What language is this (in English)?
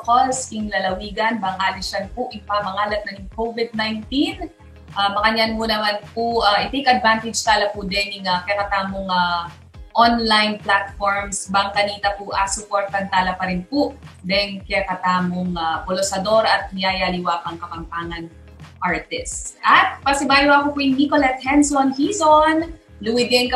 Pampanga